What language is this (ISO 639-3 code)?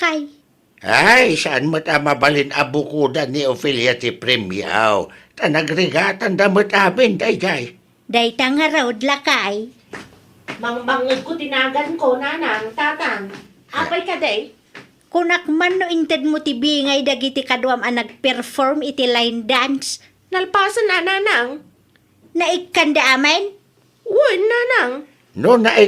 ilo